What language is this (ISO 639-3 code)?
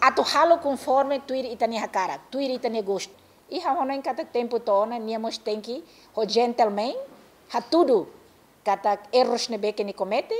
tet